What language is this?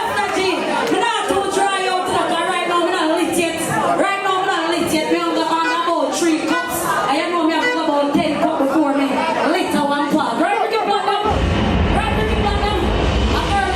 Jamaican Creole English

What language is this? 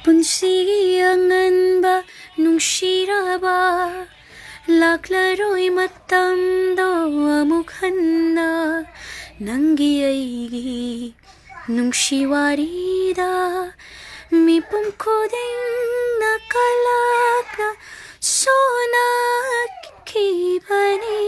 Manipuri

